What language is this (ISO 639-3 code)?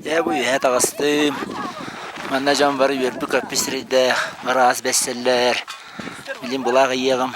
sah